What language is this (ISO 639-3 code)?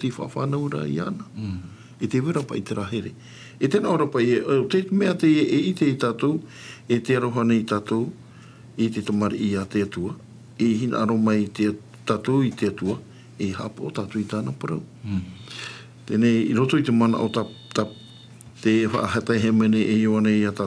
tah